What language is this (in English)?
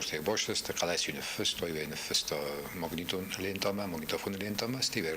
Ossetic